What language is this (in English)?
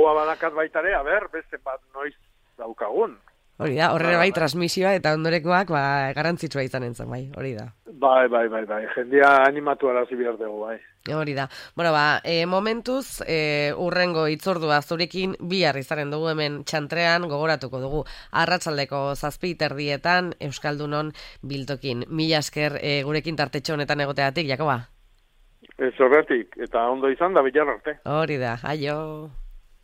Basque